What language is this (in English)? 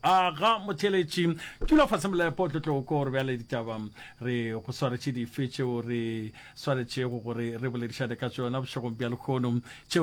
Northern Sotho